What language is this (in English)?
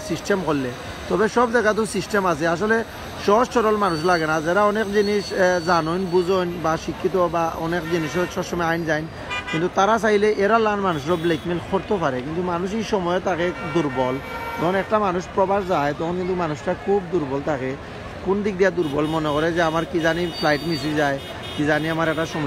Sylheti